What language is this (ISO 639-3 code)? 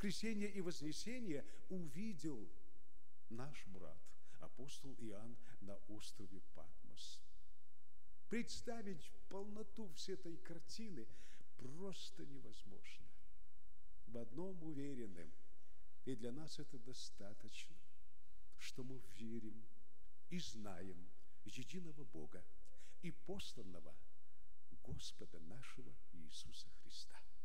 rus